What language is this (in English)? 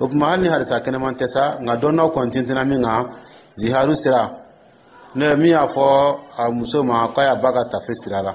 Dyula